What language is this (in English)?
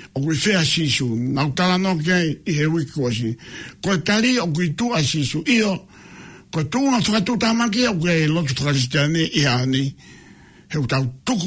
Tongan